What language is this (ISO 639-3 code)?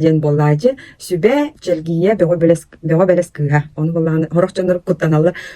sah